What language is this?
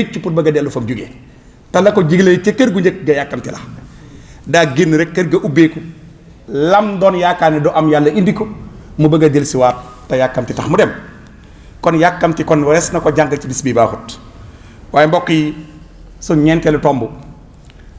Wolof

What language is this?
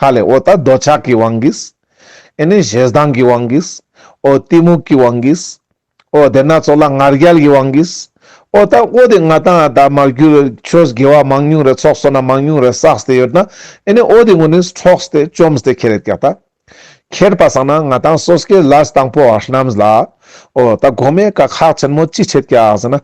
Ladakhi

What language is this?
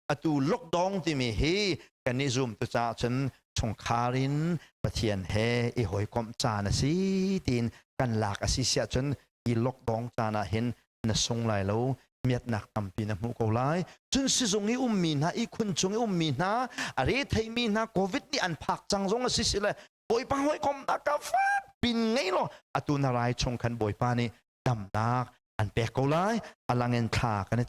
Hakha Chin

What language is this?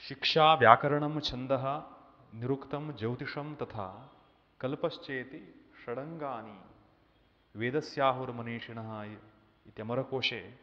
Sanskrit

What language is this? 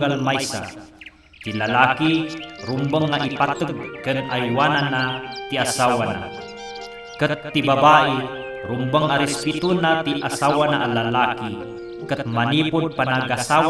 Iloko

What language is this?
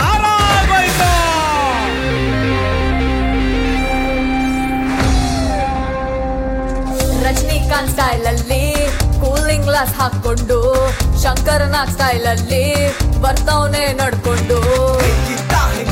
Kannada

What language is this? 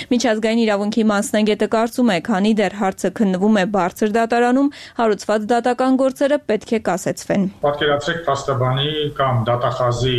Armenian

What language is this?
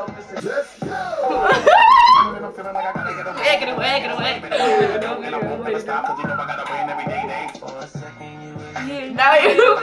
Dutch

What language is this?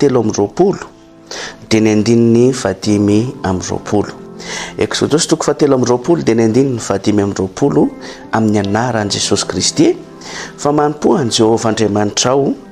Malagasy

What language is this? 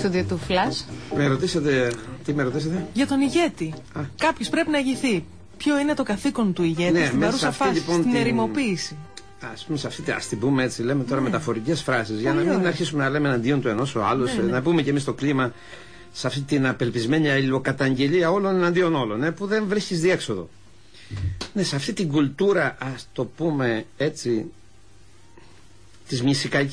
Greek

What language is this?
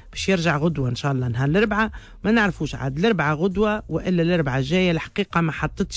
Tunisian Arabic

